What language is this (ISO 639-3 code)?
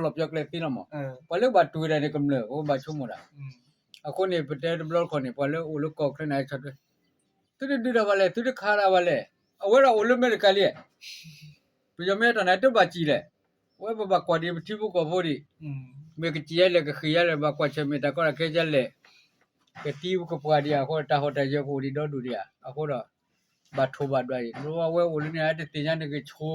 ksw